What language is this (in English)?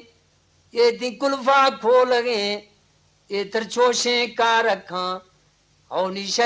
Eastern Balochi